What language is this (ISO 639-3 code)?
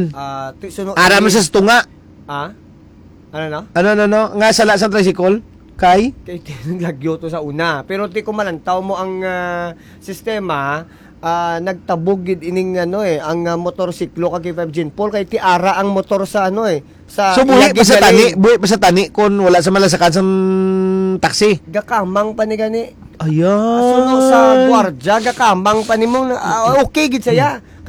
hil